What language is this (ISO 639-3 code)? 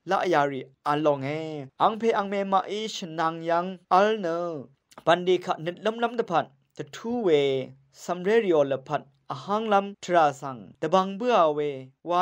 raw